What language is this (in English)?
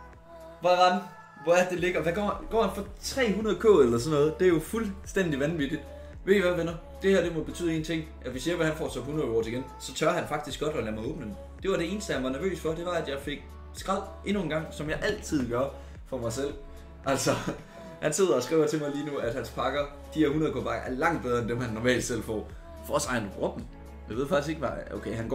Danish